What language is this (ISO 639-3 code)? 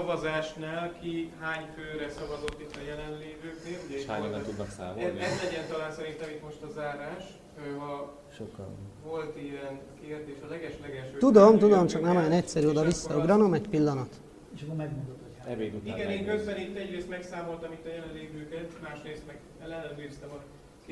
hun